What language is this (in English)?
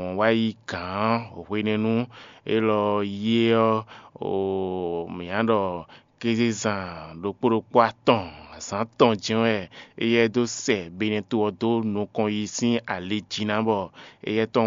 Fon